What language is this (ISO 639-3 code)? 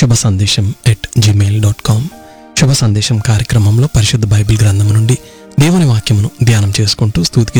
tel